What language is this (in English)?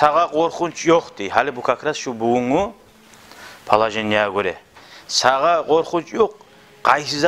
Kumyk